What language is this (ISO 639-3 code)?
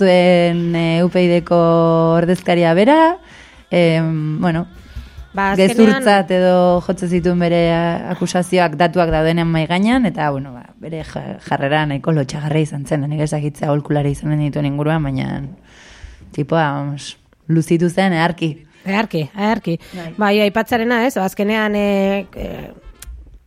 eus